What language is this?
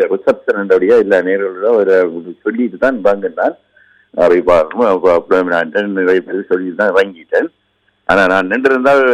Tamil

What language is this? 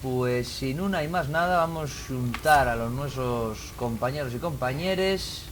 Asturian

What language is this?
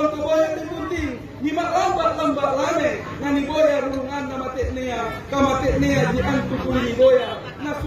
Makasar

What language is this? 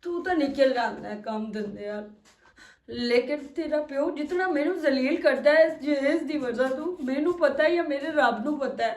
Western Panjabi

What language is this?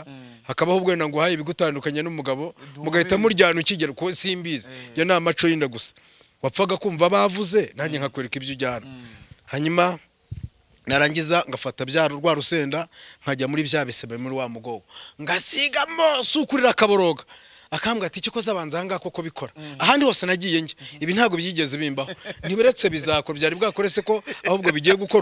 Kinyarwanda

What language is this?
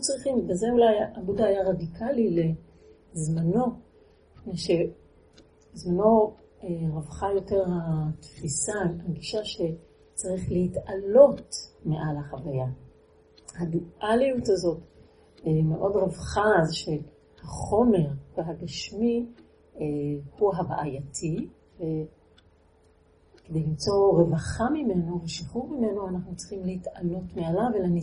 Hebrew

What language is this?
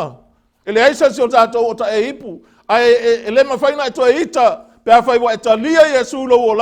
Samoan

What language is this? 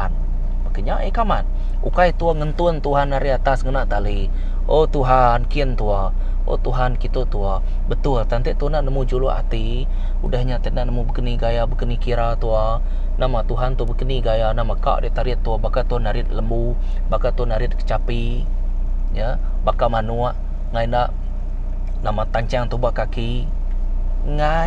Iban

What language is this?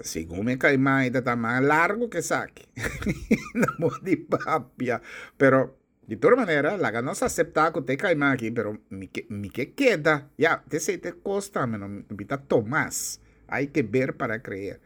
Papiamento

